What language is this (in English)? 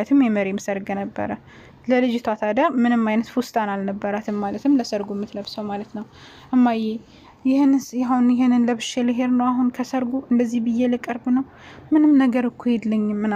Amharic